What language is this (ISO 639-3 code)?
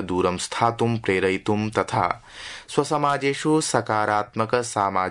san